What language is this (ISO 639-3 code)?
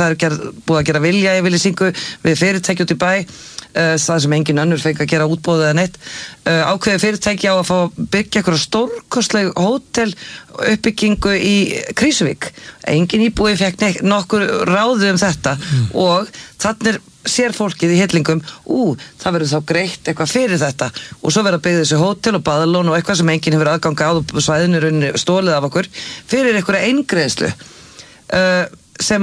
isl